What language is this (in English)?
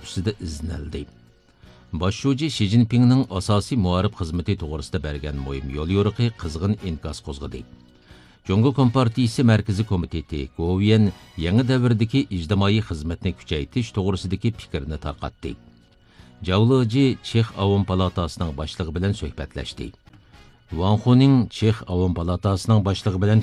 Uyghur